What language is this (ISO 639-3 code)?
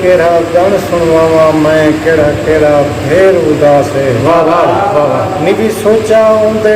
skr